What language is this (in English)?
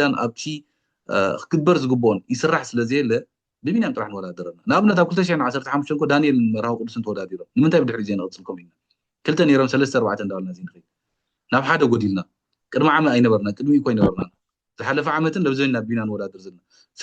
Tigrinya